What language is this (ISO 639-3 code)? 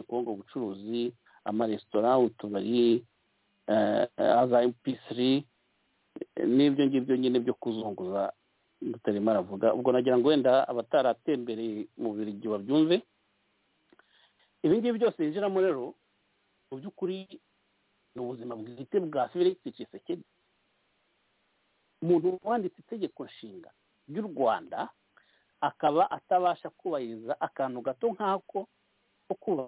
kin